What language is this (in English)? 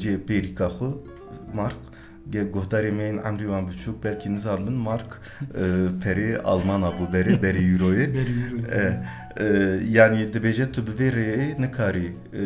Kurdish